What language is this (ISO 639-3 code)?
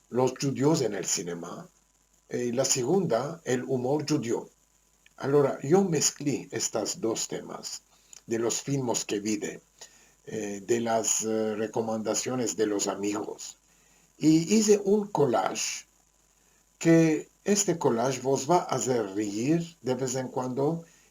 lad